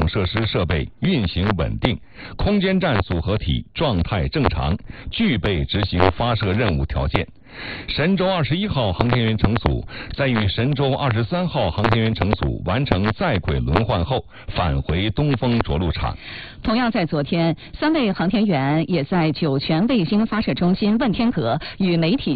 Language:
Chinese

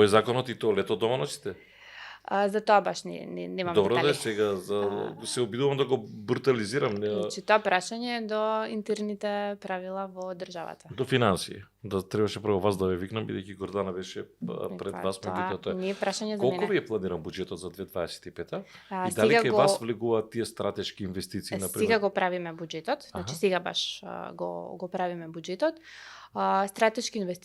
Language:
Macedonian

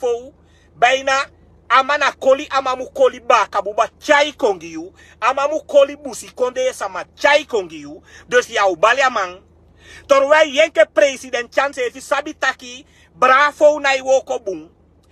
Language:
Sranan Tongo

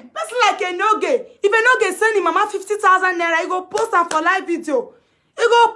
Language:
Nigerian Pidgin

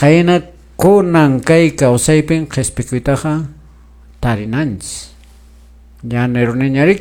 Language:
Quechua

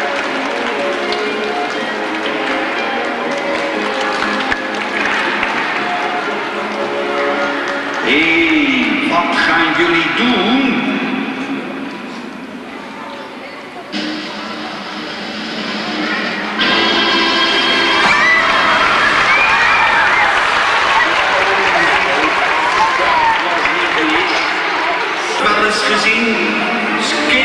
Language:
Dutch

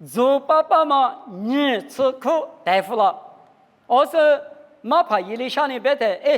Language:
Lisu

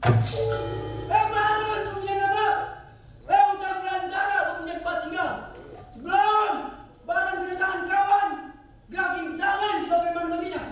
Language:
Betawi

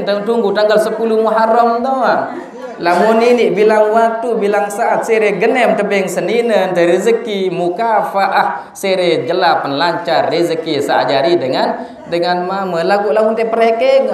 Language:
Sasak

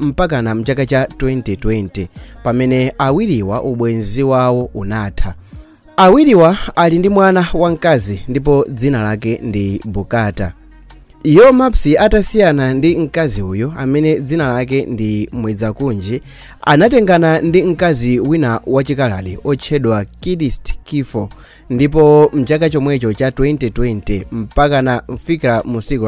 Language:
Nyanja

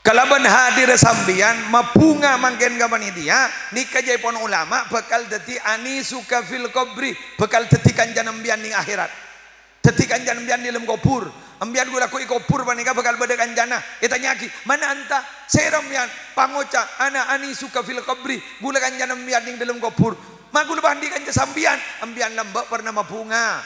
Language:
Madurese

